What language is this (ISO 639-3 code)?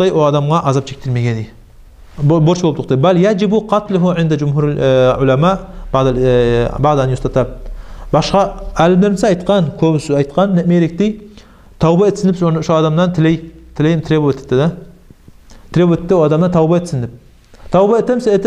kum